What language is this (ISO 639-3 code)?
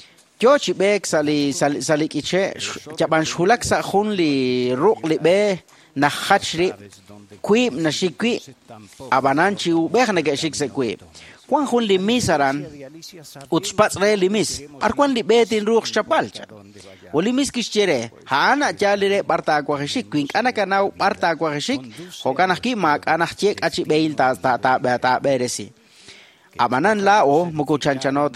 kek